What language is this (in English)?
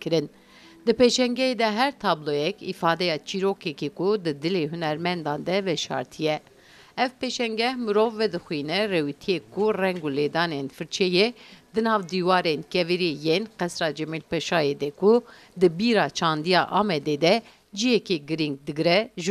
Kurdish